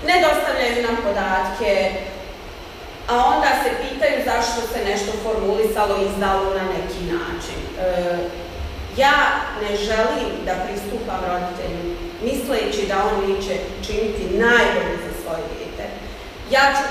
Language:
Bosnian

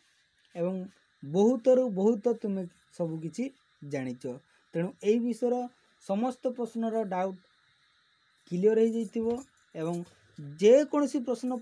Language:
Odia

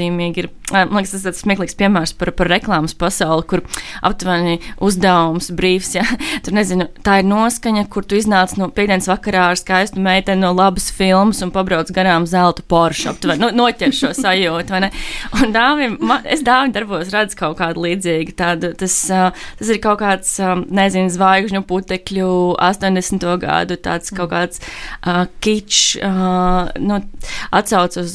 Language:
Latvian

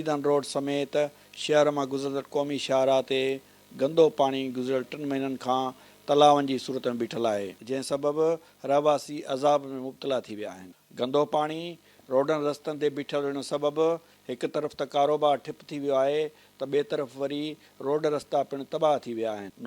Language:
Sindhi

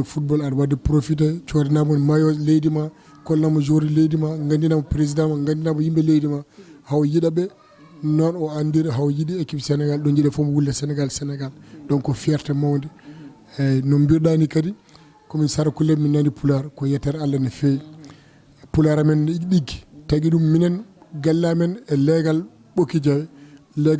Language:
Fula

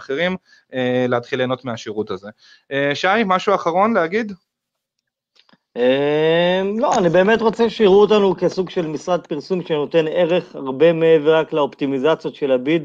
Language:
Hebrew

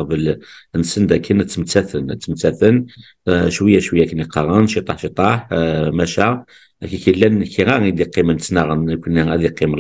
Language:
Kabyle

